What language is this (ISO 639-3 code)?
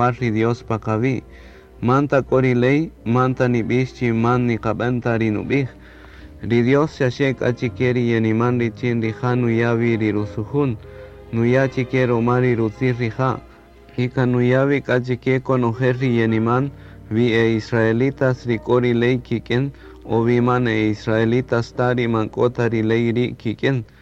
cak